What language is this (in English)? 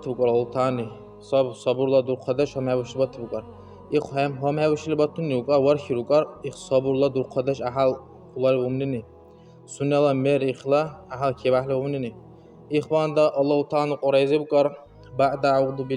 Dargwa